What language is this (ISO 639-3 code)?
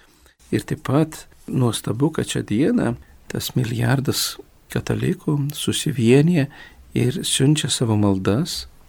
lit